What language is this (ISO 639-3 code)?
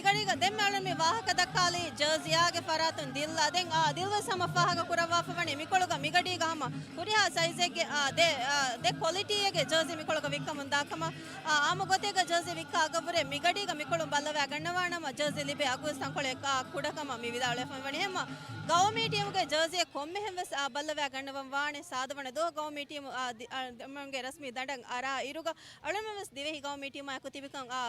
div